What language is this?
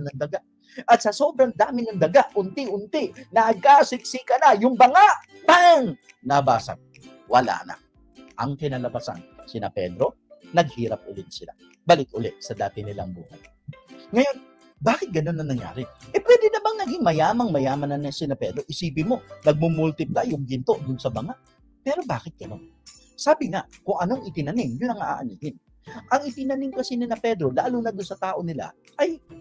Filipino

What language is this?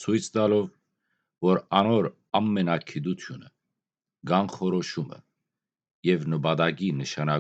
Western Armenian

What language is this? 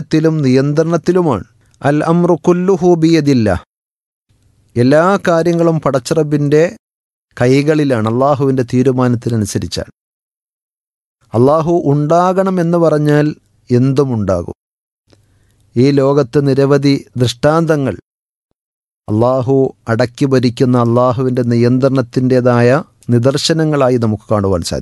Malayalam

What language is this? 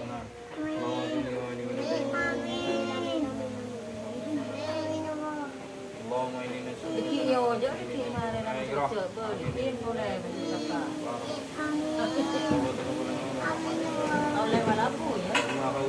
Malay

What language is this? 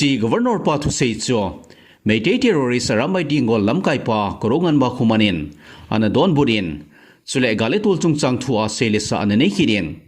Thado Chin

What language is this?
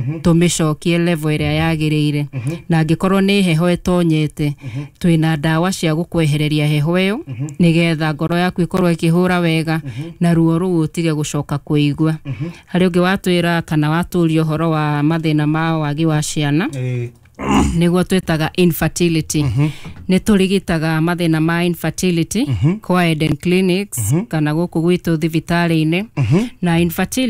Kikuyu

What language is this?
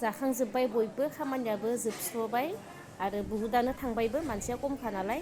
Bodo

